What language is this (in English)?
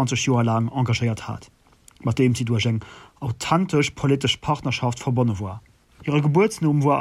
Luxembourgish